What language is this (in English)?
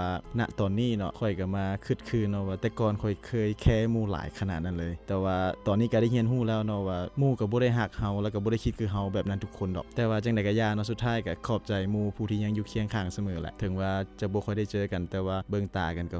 Lao